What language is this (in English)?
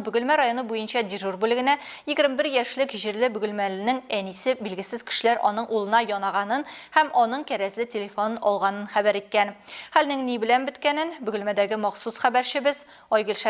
Tatar